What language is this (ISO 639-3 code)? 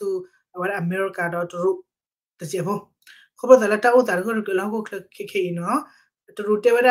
ksw